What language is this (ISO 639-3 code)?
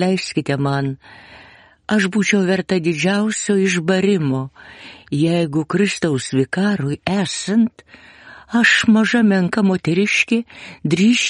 lit